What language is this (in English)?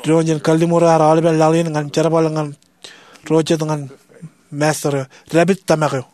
Marshallese